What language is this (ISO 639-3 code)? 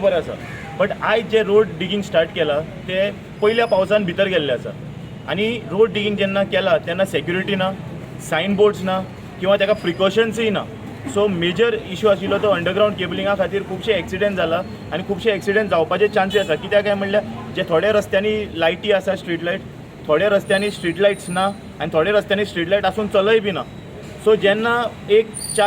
kok